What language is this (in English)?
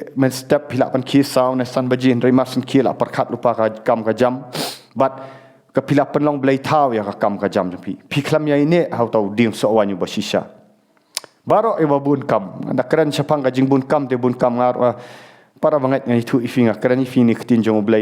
Khasi